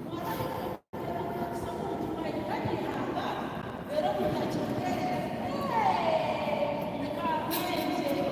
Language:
Nyankole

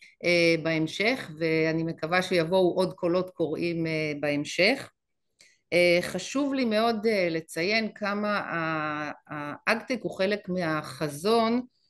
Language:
Hebrew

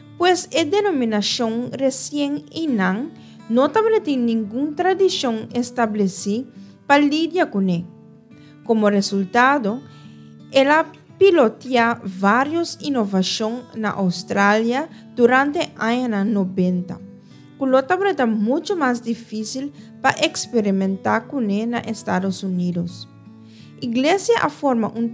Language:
Papiamento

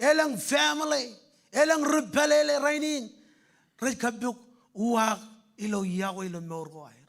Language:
Marshallese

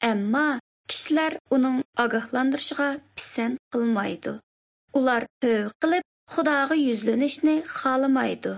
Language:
Uyghur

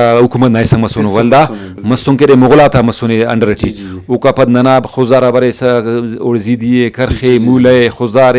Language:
Brahui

